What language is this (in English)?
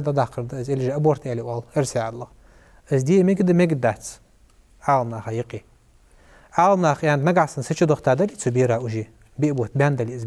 Ingush